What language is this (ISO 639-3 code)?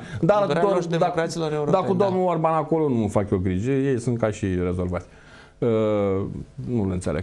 ron